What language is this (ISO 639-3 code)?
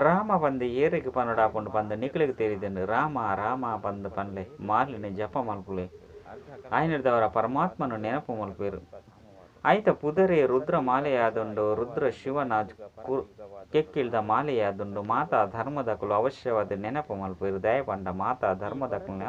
tcy